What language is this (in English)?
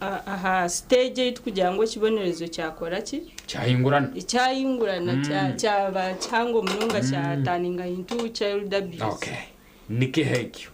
Nyankole